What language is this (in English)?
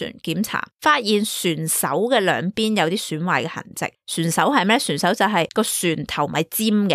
Cantonese